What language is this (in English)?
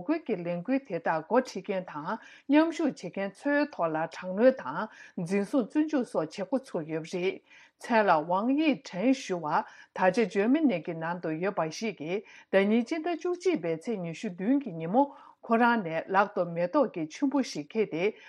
Tibetan